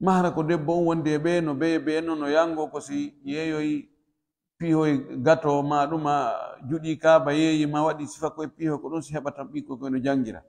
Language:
Pular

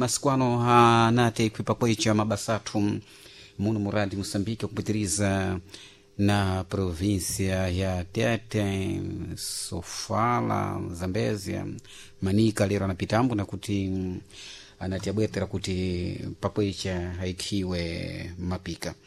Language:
Sena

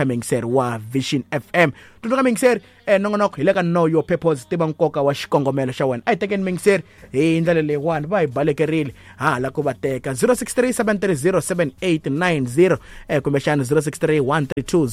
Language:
Tsonga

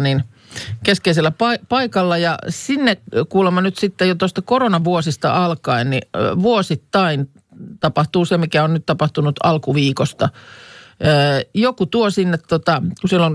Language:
Finnish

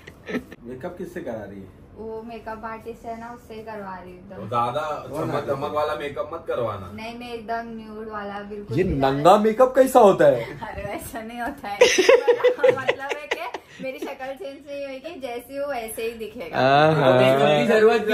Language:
Hindi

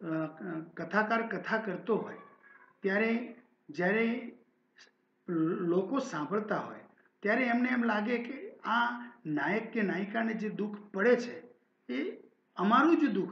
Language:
Gujarati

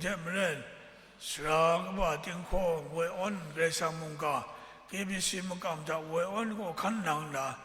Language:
Kachin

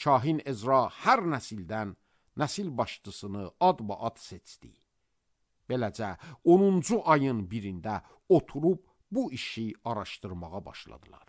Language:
Azerbaijani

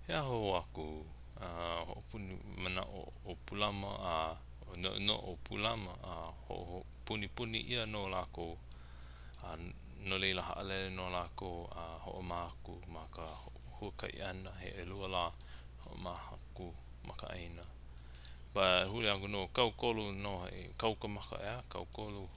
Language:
Hawaiian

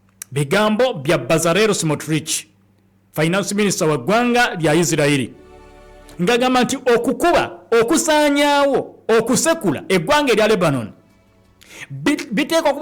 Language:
Ganda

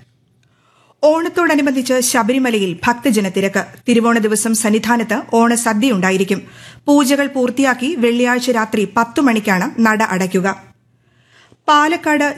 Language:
Malayalam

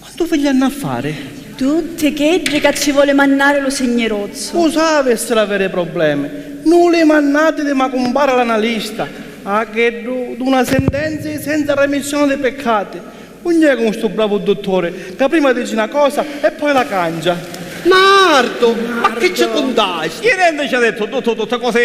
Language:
Sicilian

